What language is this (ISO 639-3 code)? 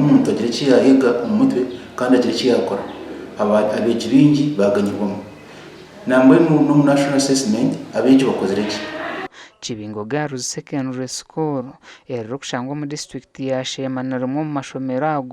nyn